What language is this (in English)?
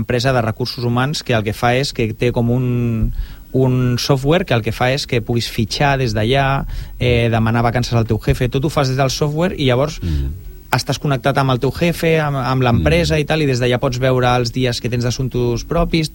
Catalan